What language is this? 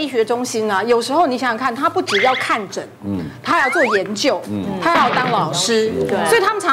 Chinese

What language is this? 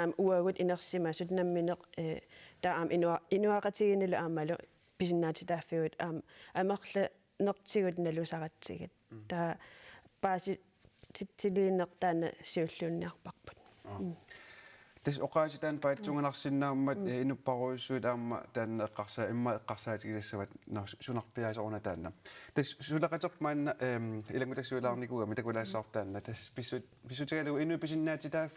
Kalaallisut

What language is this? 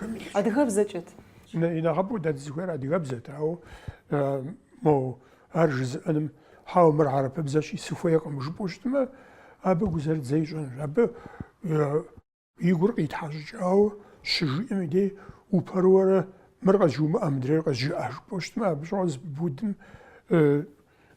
Kabardian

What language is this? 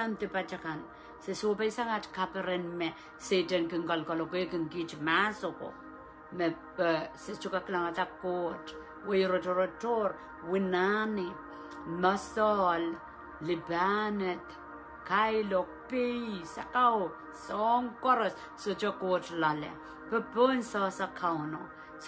Pohnpeian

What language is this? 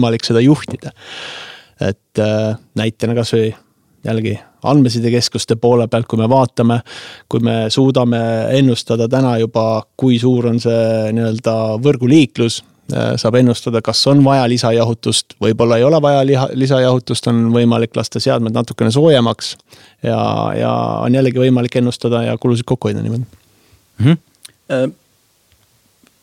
Estonian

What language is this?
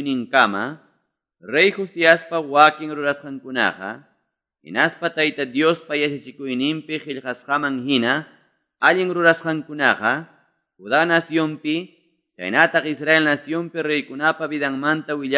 Quechua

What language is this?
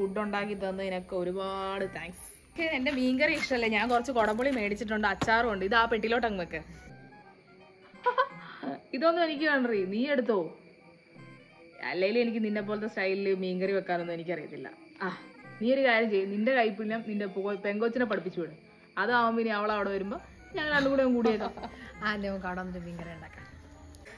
Malayalam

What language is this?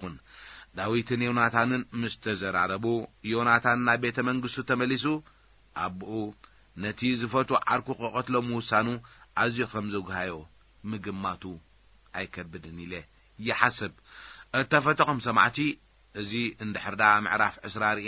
Tigrinya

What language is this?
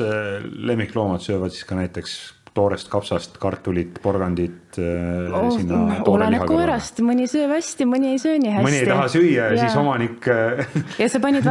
Estonian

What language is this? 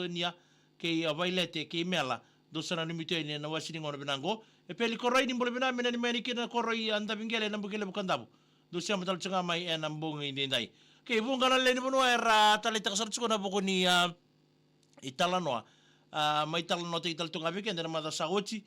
Fijian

